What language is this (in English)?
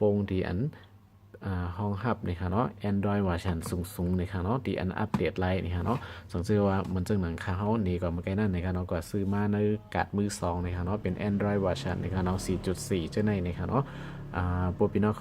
Shan